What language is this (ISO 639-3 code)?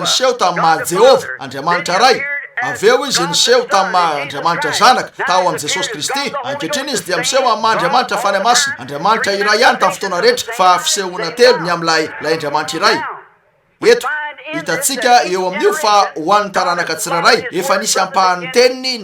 mlg